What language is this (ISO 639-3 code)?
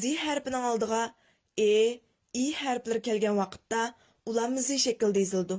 uig